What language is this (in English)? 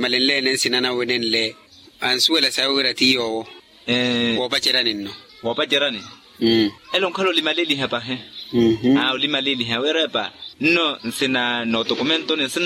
Makhuwa